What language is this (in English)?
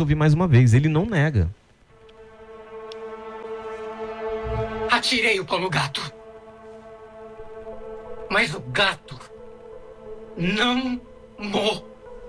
Portuguese